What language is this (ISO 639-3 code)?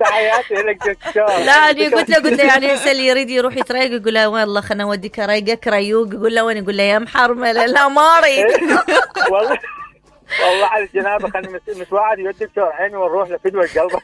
acm